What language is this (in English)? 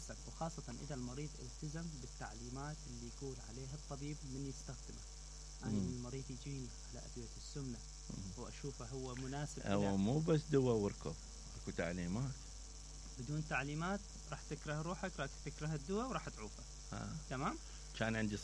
Mesopotamian Arabic